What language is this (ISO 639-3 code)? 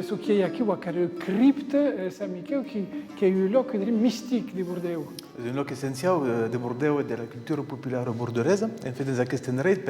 oci